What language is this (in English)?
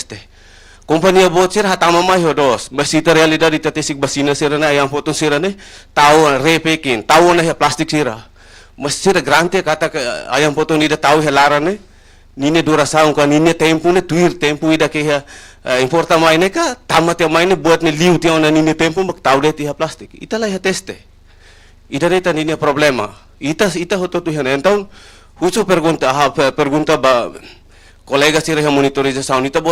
Tetum